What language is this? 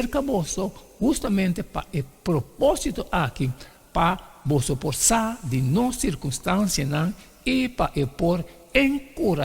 Papiamento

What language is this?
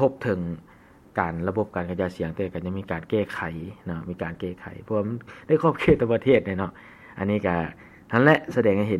Lao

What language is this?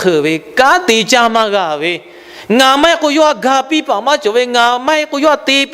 Lahu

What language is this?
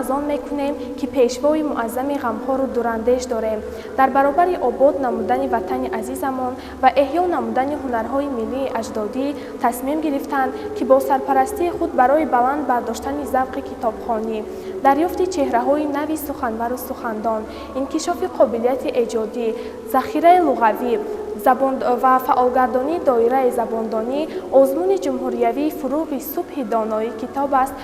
Tajik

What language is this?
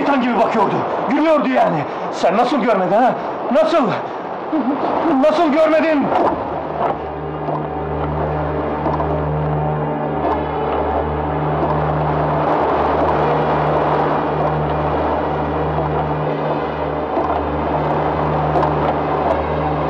Turkish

